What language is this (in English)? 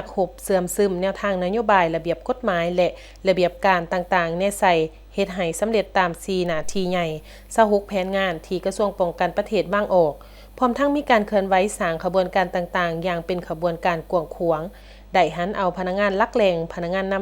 Lao